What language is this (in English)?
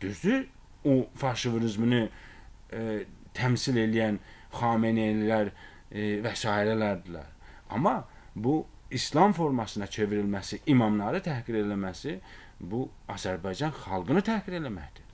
Azerbaijani